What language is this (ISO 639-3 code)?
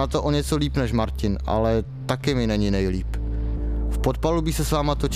ces